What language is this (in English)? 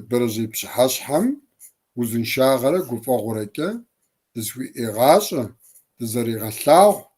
Kabardian